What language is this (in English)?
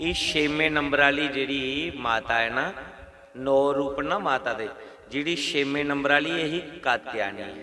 Dogri